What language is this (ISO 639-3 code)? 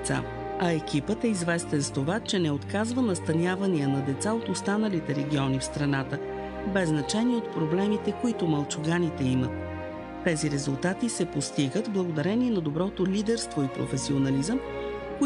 bul